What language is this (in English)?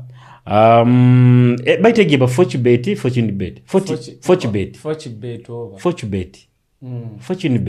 Nyoro